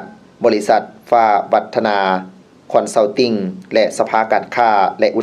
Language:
Lao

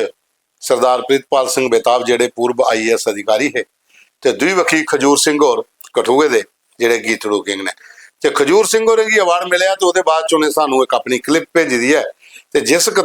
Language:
Dogri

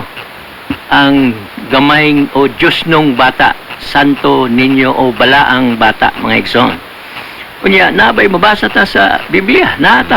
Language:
Cebuano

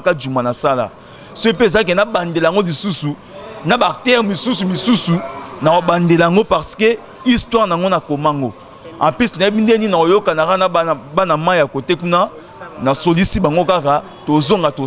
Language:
Lingala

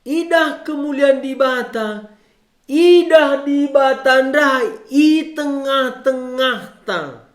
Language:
Batak Karo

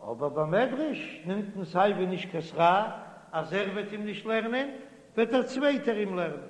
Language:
Yiddish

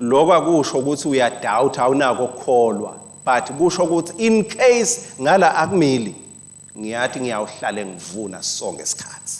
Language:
Swati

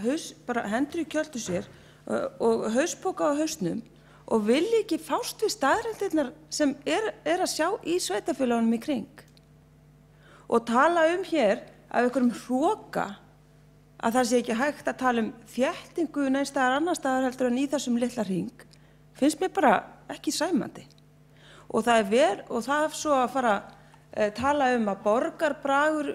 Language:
Icelandic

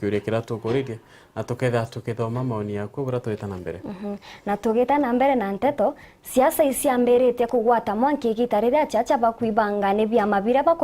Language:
Meru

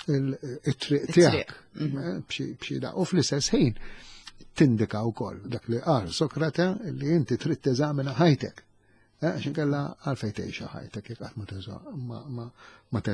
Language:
Maltese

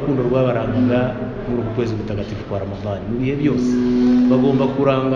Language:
Kinyarwanda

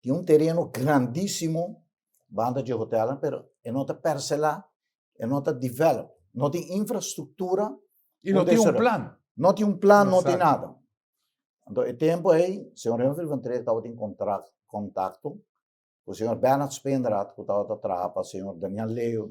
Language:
Papiamento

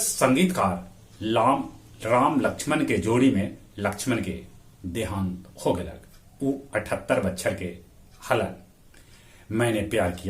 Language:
Magahi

